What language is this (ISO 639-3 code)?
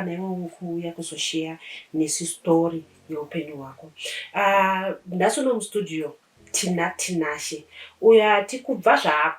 sna